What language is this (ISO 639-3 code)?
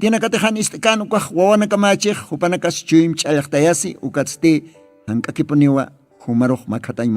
aym